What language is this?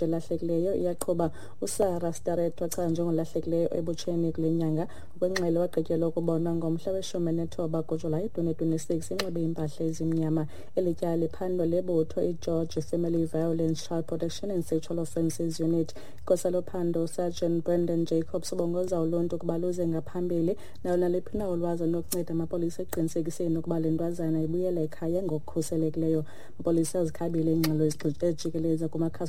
Xhosa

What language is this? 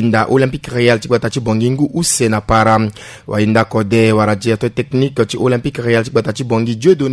Sango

